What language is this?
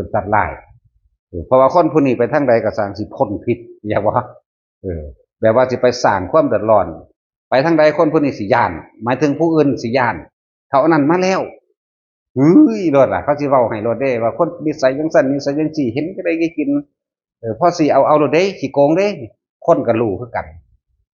Northeastern Thai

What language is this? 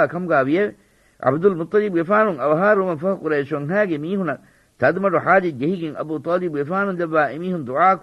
Divehi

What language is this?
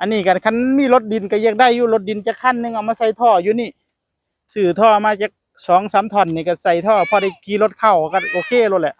Northeastern Thai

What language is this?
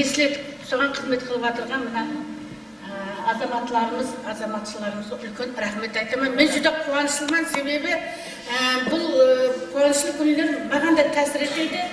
Kara-Kalpak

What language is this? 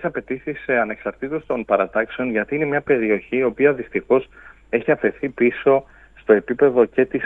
Greek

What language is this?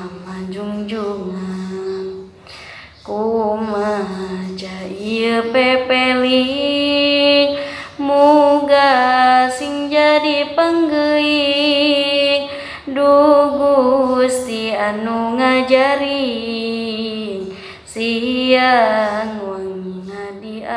Sundanese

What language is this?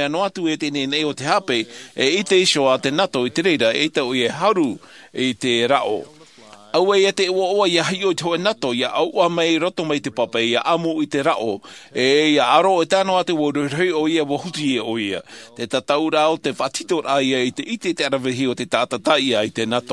Tahitian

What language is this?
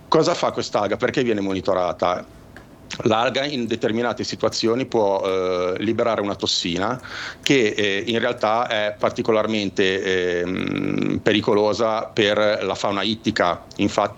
Italian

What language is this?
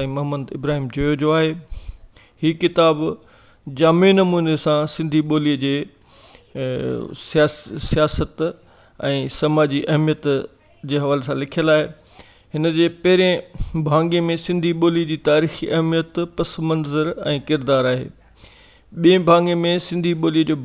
Sindhi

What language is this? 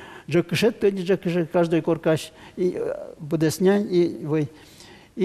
Udmurt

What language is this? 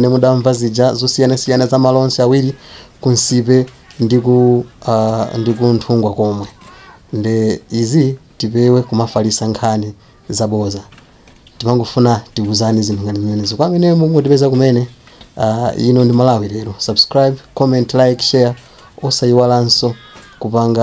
Nyanja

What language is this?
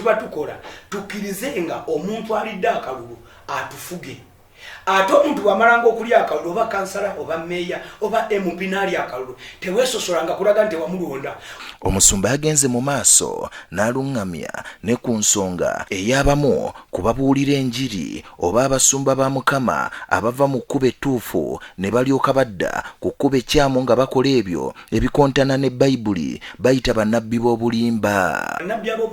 Ganda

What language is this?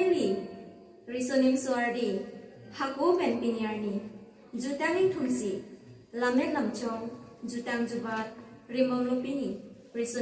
Karbi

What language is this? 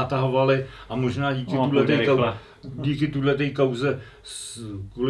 Czech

